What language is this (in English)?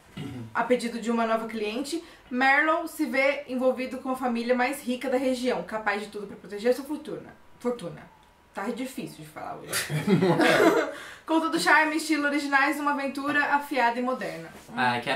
Portuguese